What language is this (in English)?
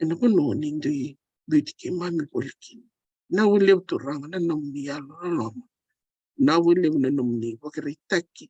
Fijian